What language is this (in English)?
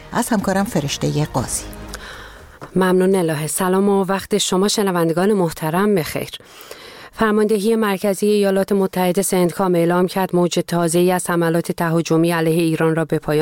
Persian